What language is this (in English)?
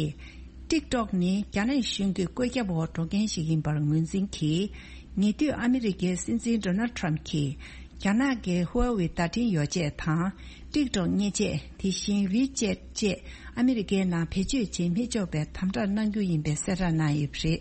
Tibetan